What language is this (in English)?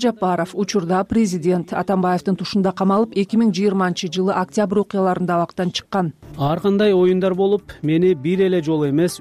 Kyrgyz